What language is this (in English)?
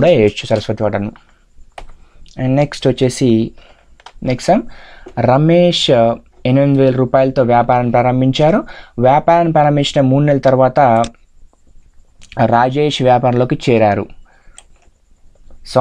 Telugu